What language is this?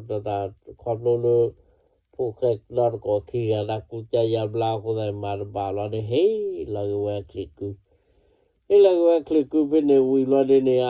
S'gaw Karen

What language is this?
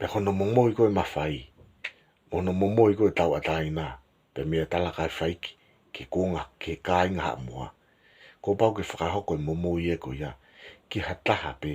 Tongan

